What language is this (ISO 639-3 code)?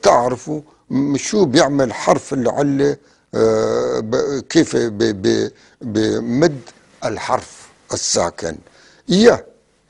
apc